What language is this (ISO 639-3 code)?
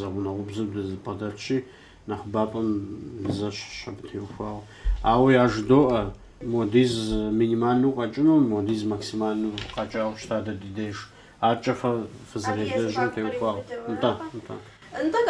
kbd